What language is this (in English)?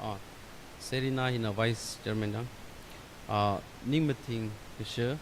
Tangkhul Naga (India)